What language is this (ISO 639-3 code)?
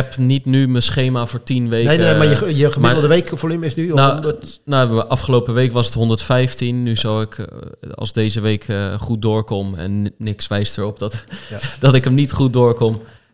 nld